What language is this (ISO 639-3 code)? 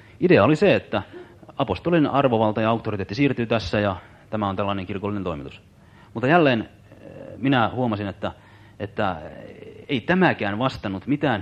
fin